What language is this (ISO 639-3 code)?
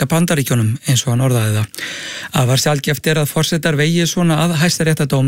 isl